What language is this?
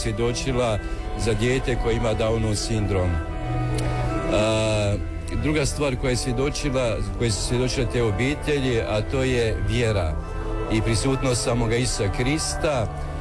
Croatian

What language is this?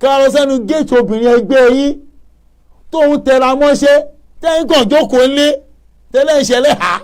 Yoruba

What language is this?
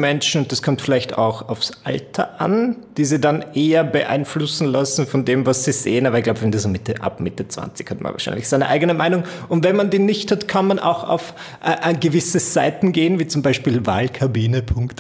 German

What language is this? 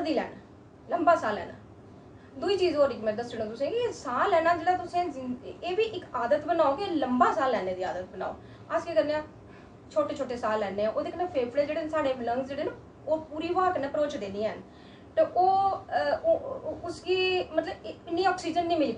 Dogri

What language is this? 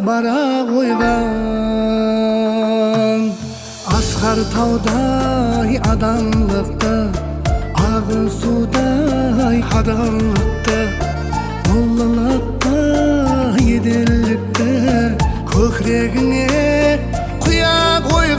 Kara-Kalpak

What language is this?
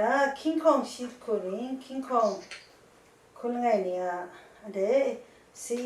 Kachin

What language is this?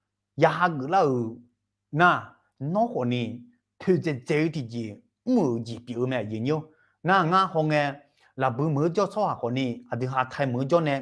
Akha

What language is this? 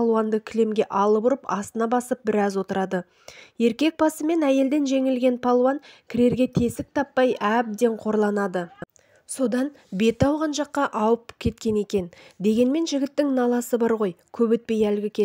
Kazakh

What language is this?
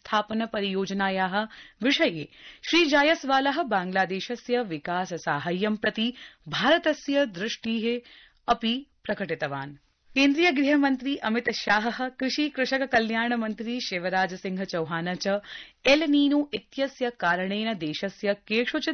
Sanskrit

